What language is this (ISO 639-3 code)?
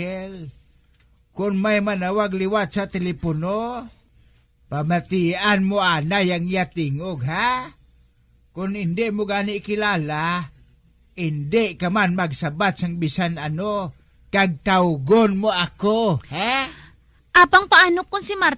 hil